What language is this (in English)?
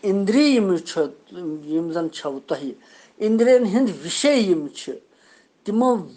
Kashmiri